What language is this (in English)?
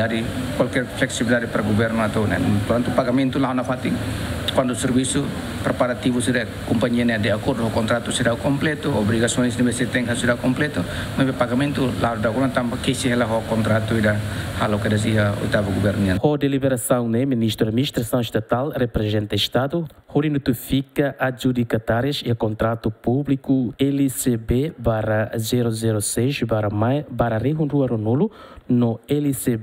Tetum